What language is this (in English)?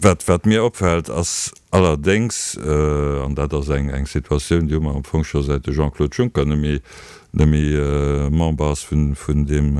Luxembourgish